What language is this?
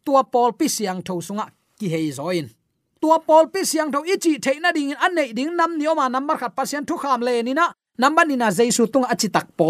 Tedim Chin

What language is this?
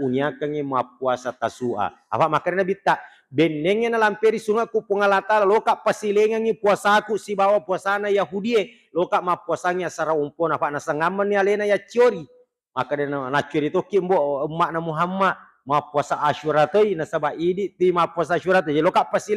Buginese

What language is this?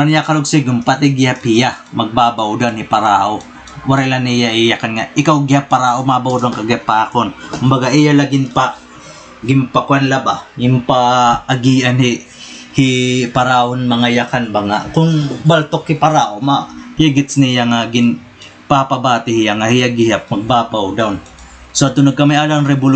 Waray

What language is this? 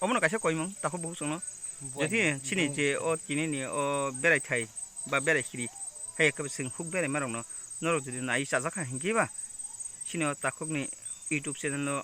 Kok Borok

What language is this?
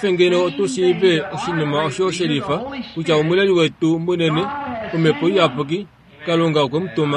Kuanyama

